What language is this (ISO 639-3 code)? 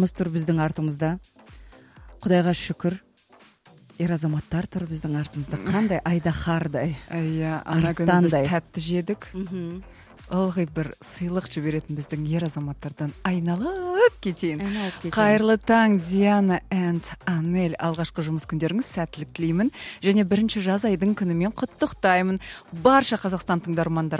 kaz